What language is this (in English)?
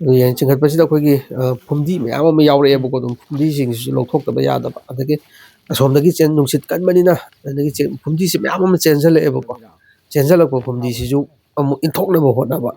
Manipuri